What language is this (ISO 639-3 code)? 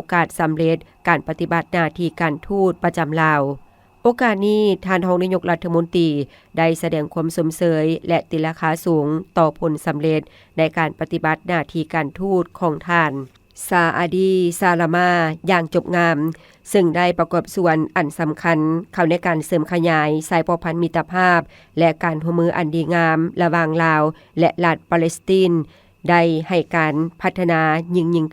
lao